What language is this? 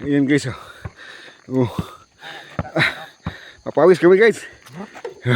Cebuano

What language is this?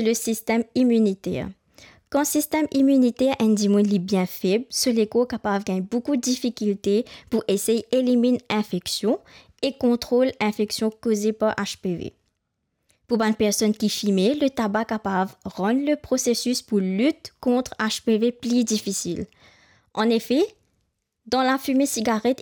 Morisyen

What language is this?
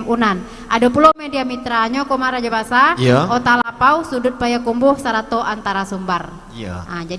Minangkabau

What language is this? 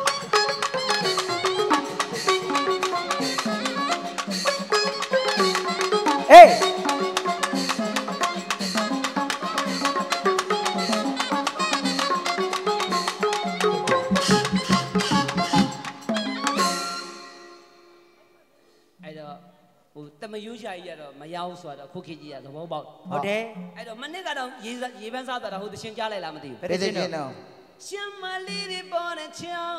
Burmese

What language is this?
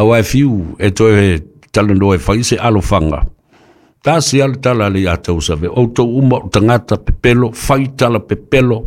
Samoan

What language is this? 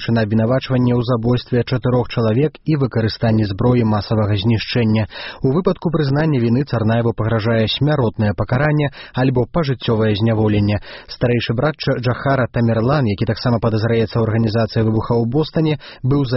Belarusian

